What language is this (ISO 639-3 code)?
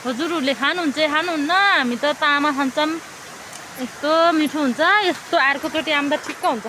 nep